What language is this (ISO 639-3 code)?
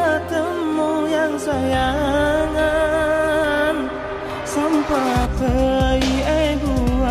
mad